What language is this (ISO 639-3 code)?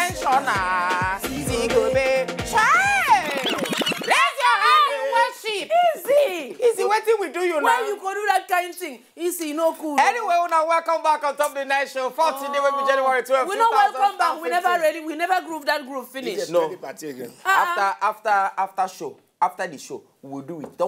pcm